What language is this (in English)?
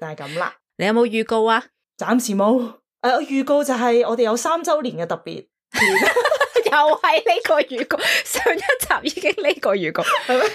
Cantonese